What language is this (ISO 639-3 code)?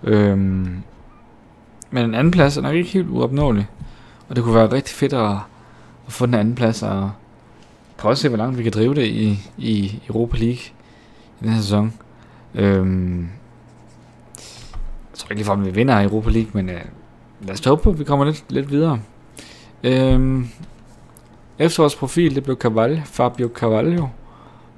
dan